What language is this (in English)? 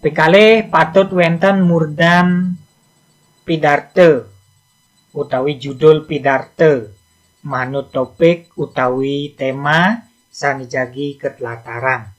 Balinese